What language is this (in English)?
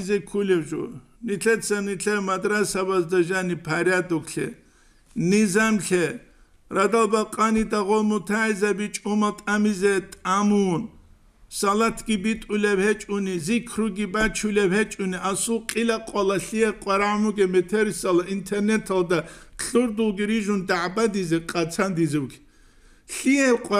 Avaric